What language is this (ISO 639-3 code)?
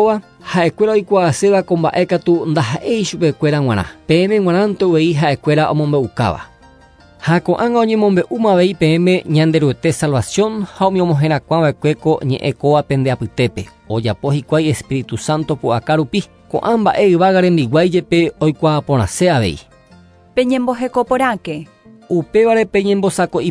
grn